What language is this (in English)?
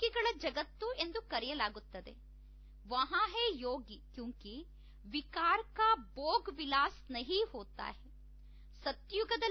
Kannada